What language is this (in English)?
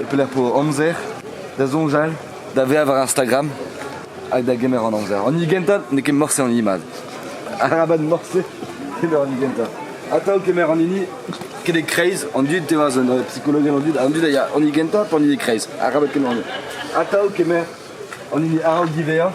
Breton